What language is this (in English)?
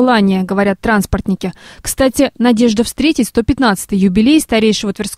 Russian